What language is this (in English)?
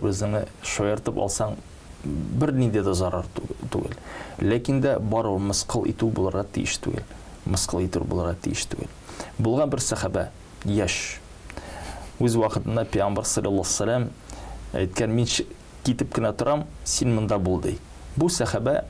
Tatar